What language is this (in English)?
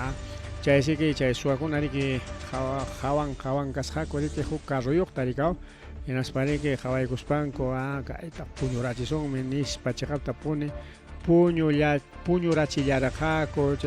Ayacucho Quechua